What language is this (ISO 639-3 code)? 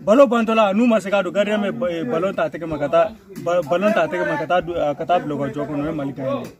bam